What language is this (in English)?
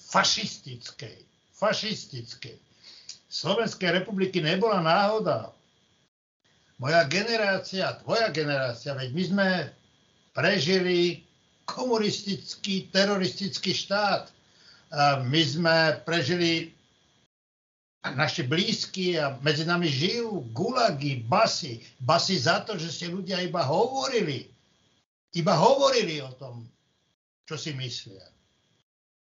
Slovak